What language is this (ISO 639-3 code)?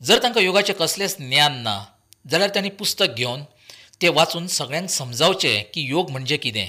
kok